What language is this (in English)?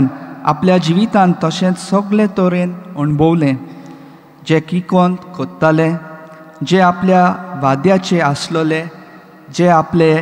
Konkani